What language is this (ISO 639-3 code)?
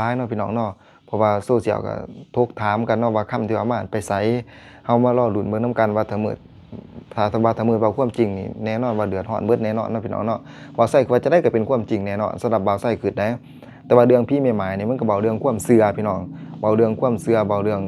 lao